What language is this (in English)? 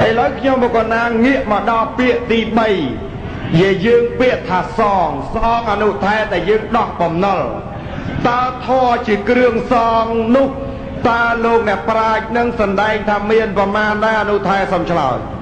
Khmer